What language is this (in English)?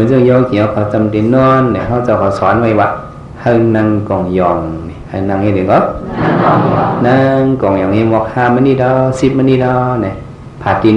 Shan